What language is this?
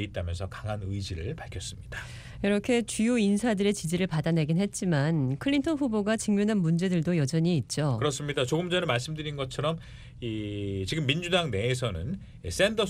Korean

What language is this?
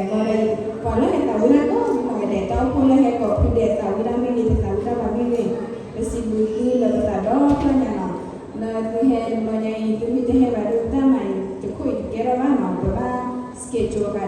S'gaw Karen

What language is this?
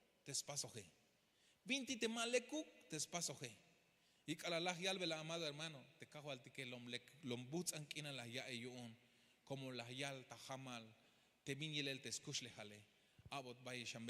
Tzeltal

